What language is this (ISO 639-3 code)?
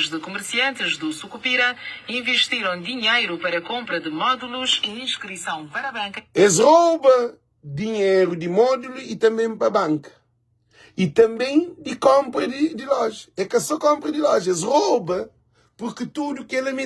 kea